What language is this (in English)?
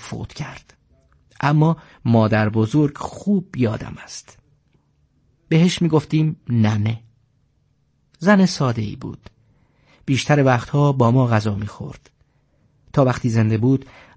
Persian